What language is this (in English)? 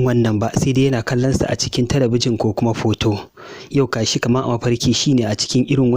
Hausa